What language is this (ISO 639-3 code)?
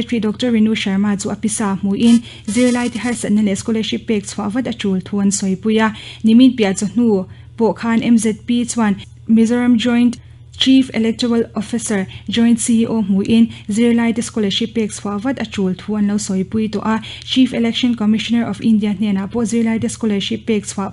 lus